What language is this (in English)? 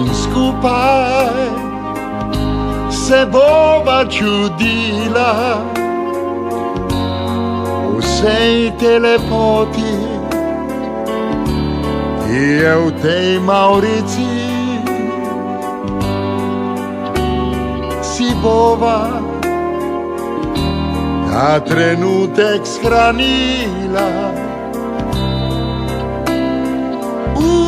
Slovenian